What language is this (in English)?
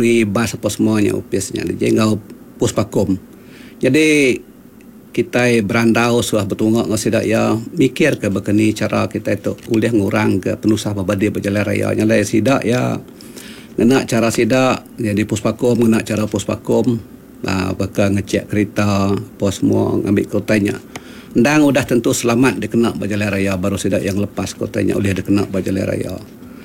Iban